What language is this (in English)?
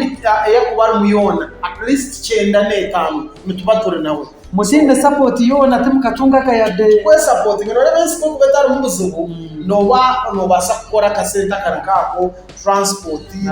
Nyankole